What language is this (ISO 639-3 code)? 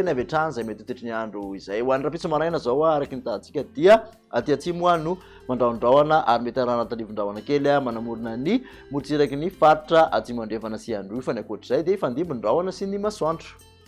mlg